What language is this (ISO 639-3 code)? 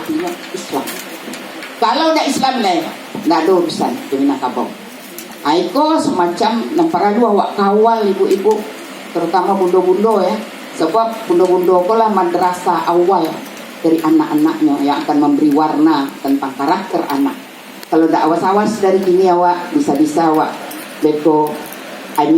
min